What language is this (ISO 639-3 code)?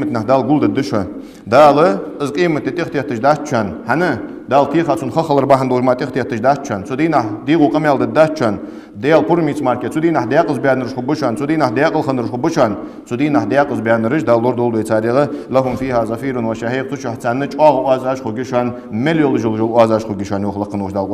inh